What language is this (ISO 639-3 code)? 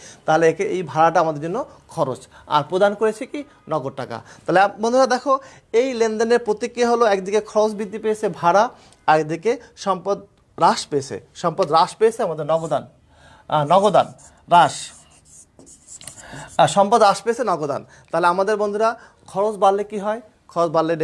ben